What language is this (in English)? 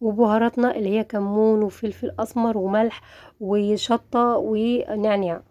Egyptian Arabic